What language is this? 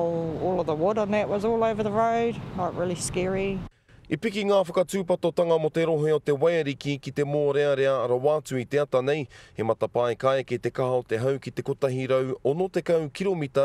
Māori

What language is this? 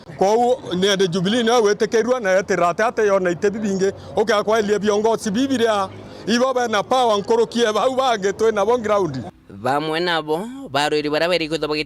Meru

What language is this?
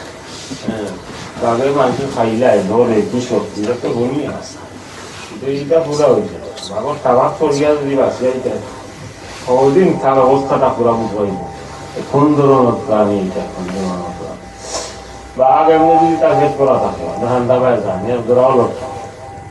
Sylheti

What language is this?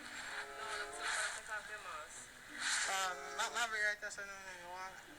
Jamaican Creole English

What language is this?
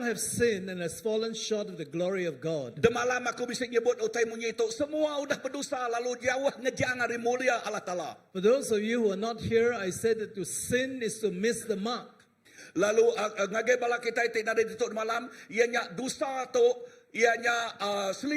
Iban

